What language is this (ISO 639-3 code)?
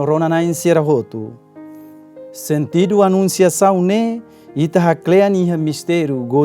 tet